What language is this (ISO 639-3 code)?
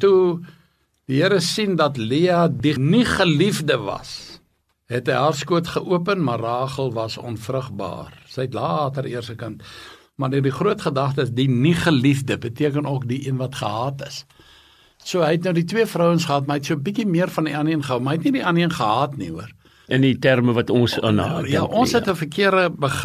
afr